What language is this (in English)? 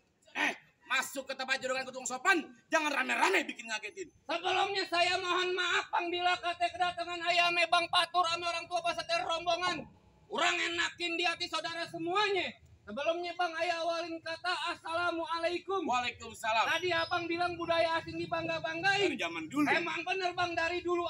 Betawi